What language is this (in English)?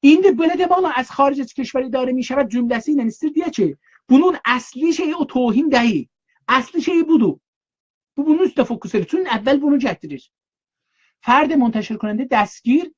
South Azerbaijani